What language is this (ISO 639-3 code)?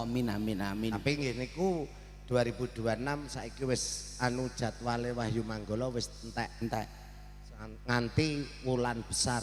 jav